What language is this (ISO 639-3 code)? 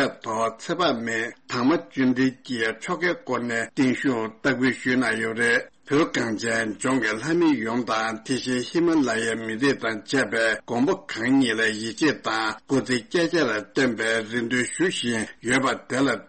bod